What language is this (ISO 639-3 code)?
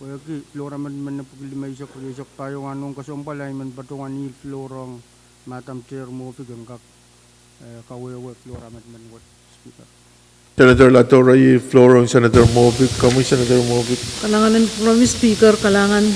pon